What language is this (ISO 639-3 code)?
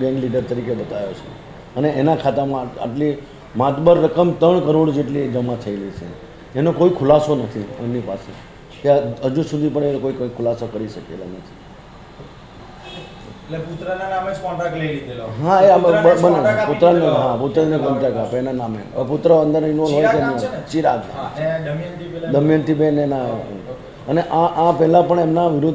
guj